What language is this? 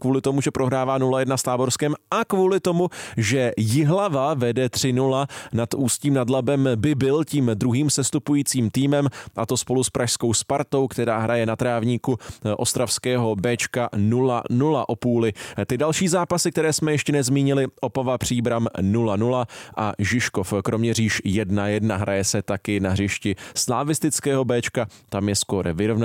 Czech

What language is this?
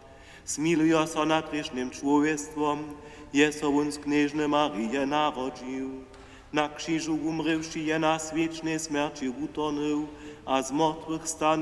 Upper Sorbian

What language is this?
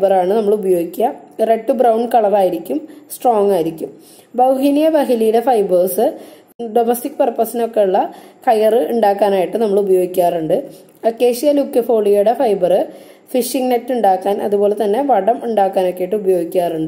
Malayalam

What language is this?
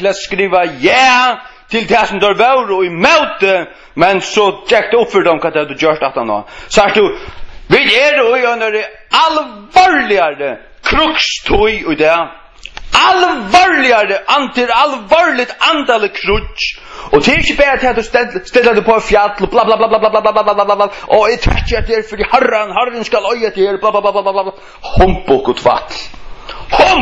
Faroese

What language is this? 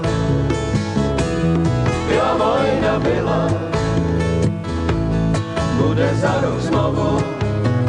Czech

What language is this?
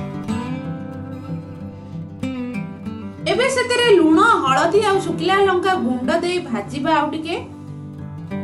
Odia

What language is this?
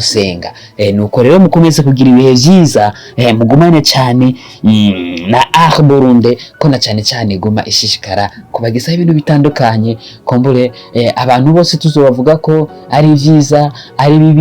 Rundi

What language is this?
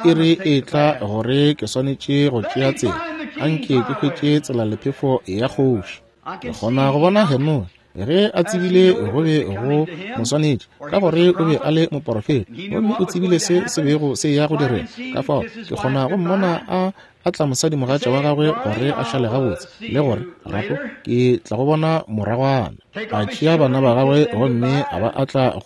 Northern Sotho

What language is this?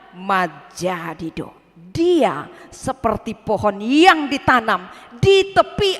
Batak Toba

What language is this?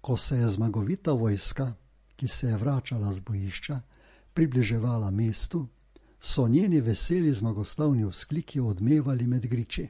Slovenian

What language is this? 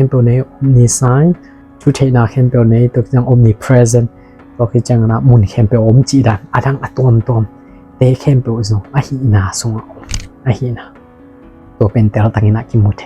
Tedim Chin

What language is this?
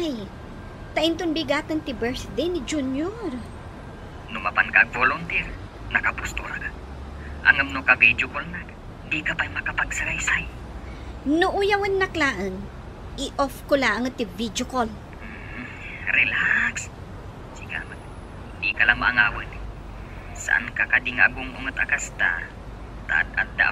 Iloko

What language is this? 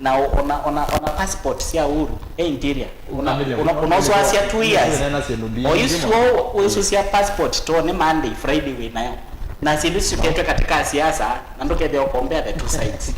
Kamba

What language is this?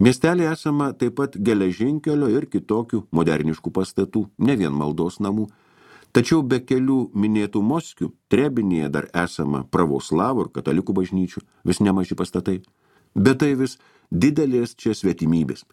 Lithuanian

